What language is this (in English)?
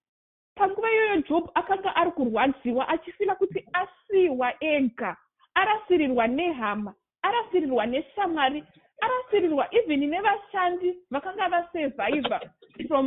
Shona